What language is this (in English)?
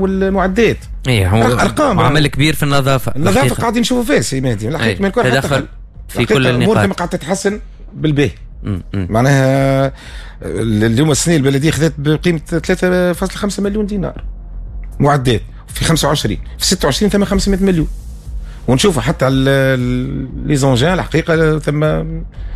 Tunisian Arabic